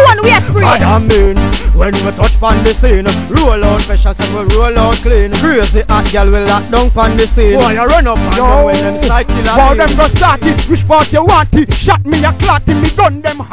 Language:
Jamaican Creole English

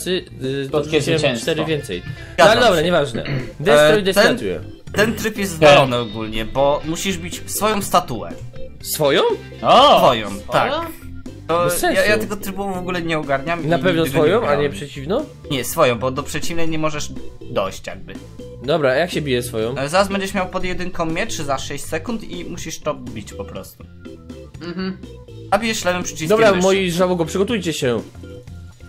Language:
Polish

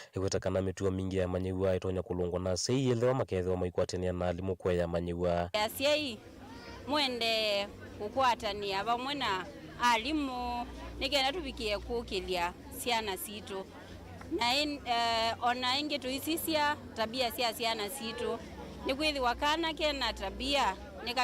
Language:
Kamba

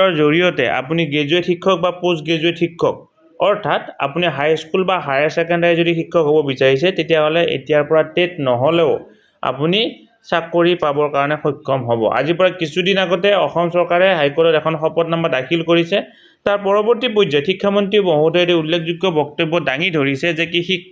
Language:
Assamese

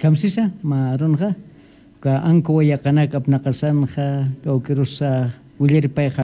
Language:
Aymara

